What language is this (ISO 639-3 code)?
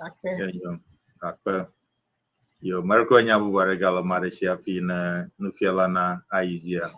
ewe